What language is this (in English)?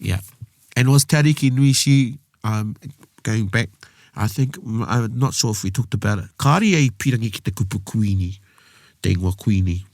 Māori